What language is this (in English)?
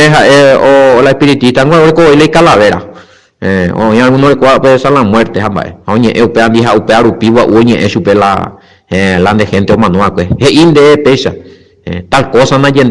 Guarani